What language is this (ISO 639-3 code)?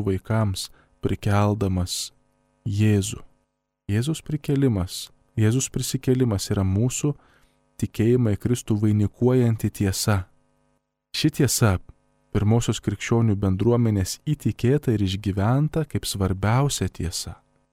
lit